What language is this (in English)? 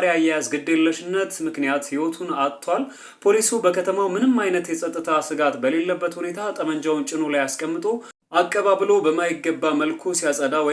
Amharic